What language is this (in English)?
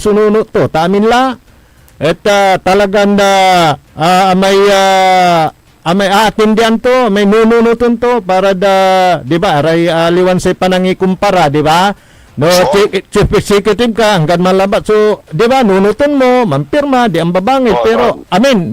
Pangasinan